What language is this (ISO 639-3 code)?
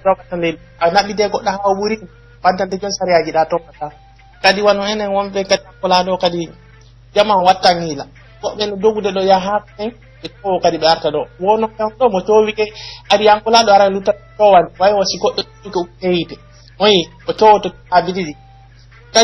fuf